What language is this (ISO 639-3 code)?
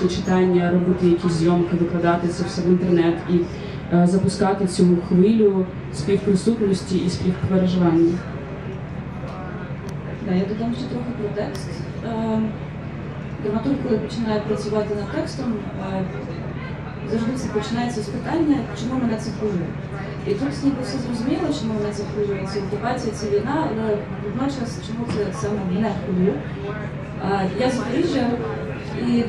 ukr